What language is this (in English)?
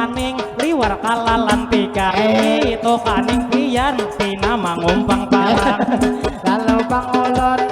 Banjar